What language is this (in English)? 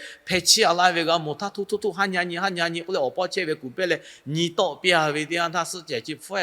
Lahu